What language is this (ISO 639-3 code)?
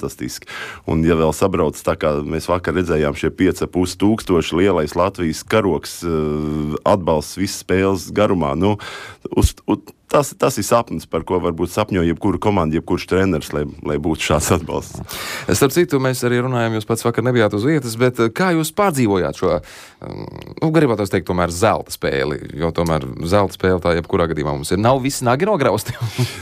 lav